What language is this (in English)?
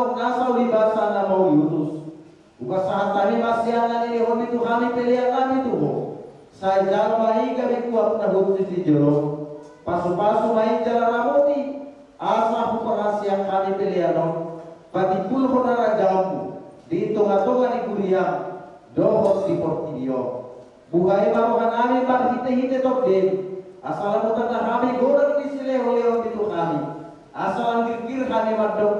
Batak Toba